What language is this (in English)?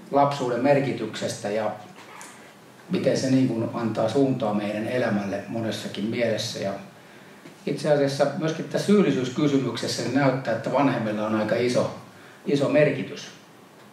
Finnish